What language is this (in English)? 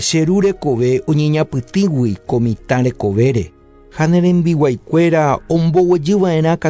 Guarani